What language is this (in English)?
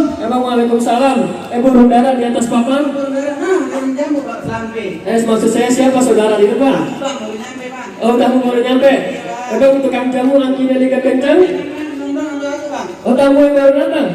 Betawi